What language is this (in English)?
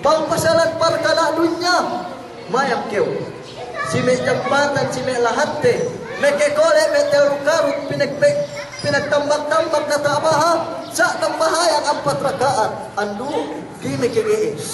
Yakan